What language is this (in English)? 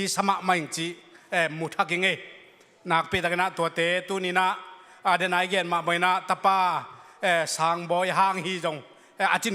Tedim Chin